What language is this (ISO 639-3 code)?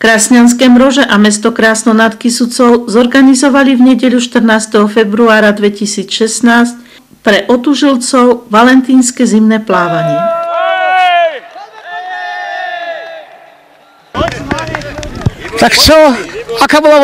slk